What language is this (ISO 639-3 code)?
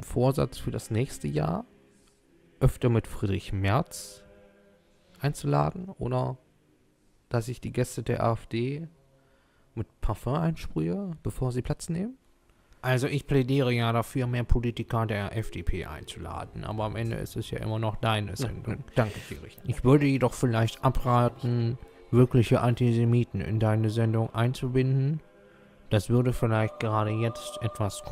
deu